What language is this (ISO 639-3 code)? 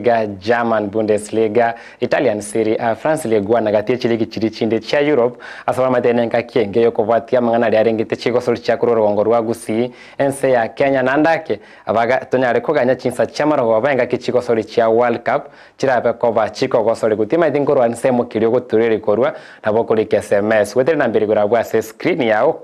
guz